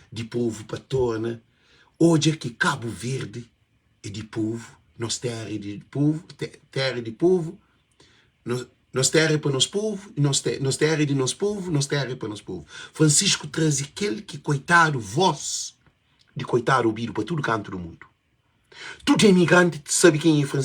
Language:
Kabuverdianu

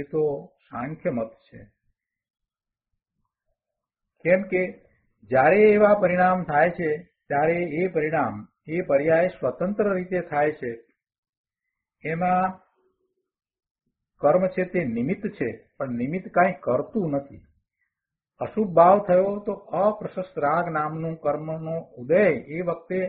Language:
Gujarati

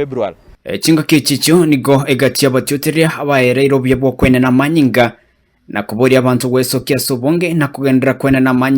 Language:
Gusii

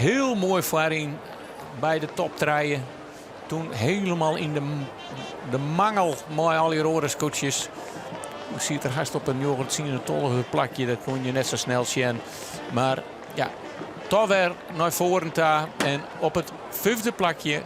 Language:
Western Frisian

